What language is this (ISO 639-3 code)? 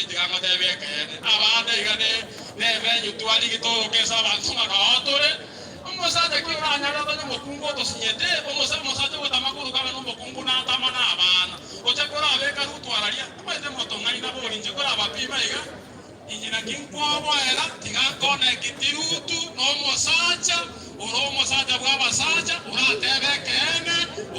guz